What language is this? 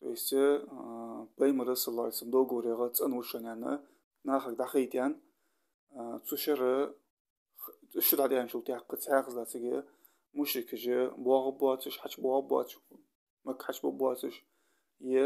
Ingush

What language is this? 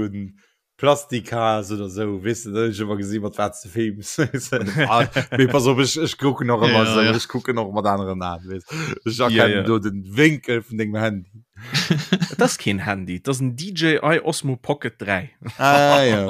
Luxembourgish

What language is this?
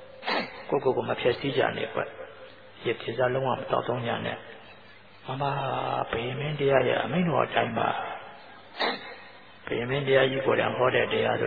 Burmese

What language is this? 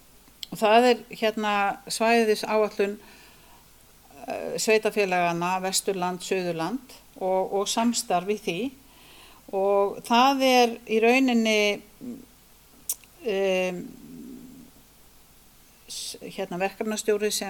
Icelandic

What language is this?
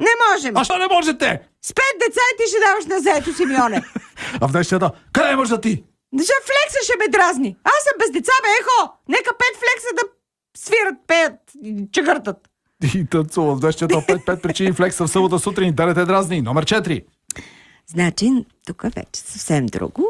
Bulgarian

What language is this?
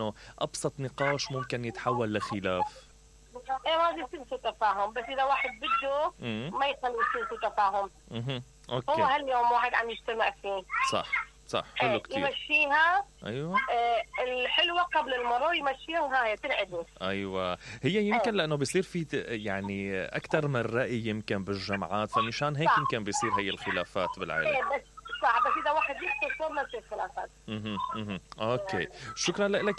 Mesopotamian Arabic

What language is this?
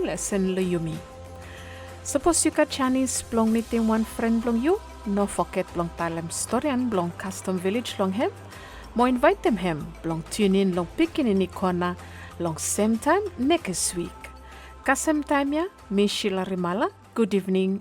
Bislama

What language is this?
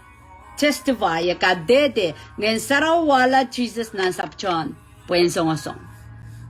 Pohnpeian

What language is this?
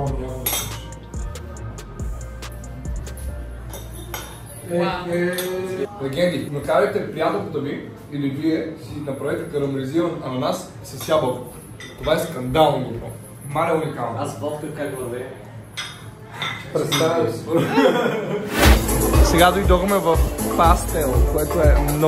Bulgarian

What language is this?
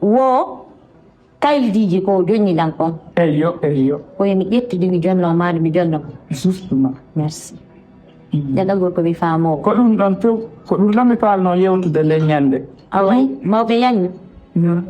Fula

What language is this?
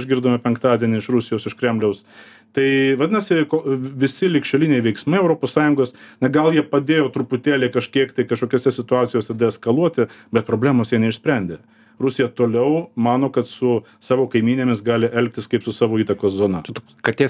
Lithuanian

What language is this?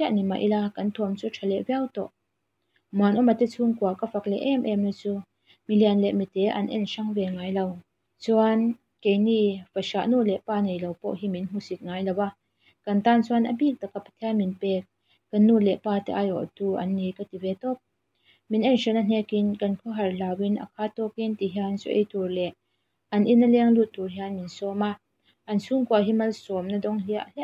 Mizo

